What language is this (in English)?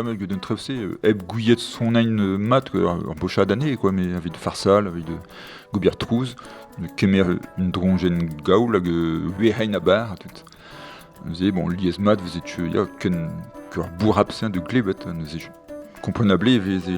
Breton